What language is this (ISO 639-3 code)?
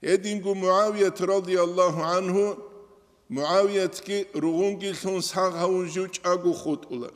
ava